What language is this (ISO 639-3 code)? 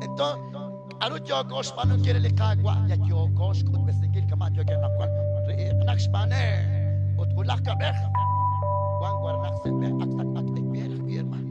kek